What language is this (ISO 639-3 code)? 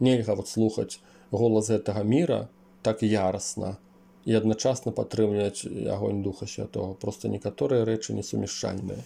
bel